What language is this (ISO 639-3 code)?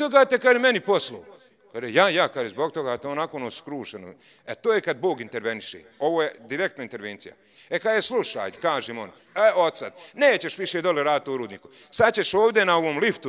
bos